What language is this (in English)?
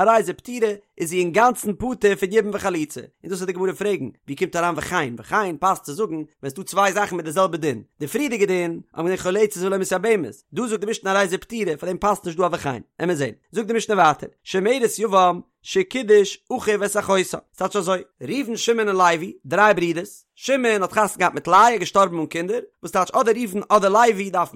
Yiddish